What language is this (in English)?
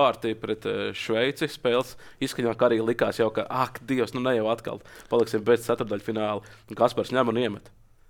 Latvian